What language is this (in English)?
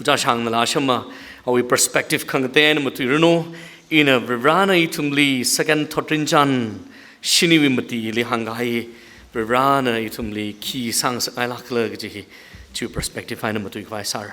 Tangkhul Naga (India)